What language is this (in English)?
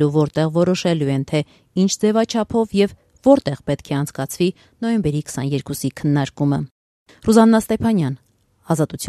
Armenian